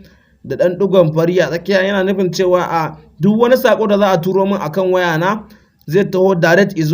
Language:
Hausa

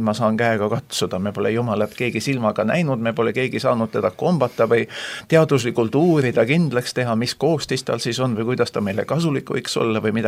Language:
Estonian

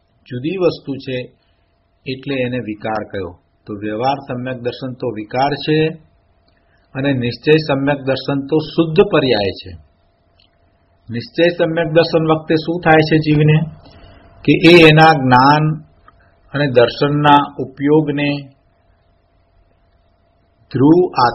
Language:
Gujarati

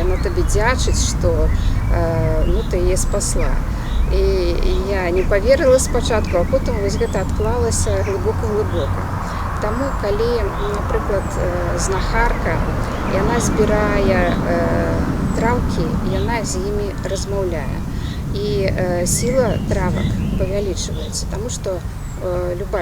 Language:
Belarusian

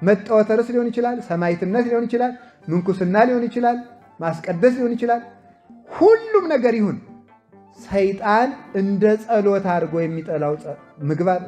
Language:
Amharic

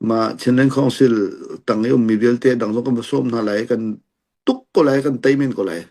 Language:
Hakha Chin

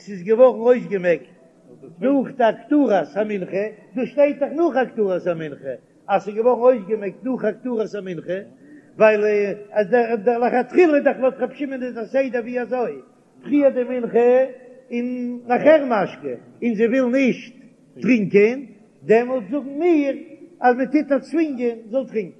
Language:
Yiddish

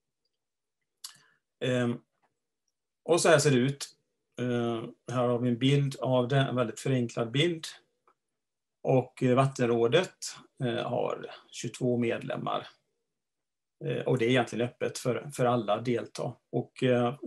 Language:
Swedish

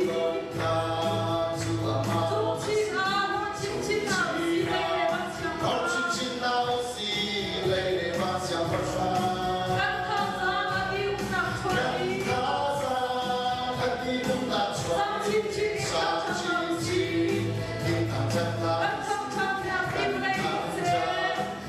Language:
Hakha Chin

